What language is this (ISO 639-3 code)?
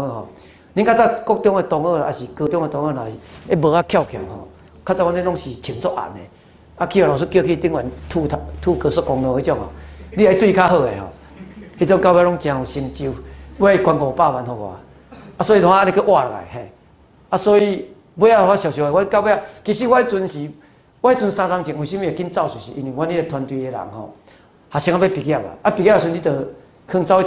nan